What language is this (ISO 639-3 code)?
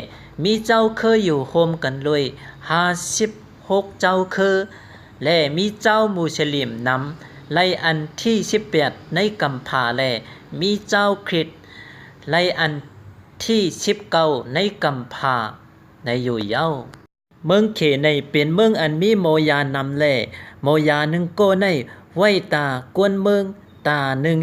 shn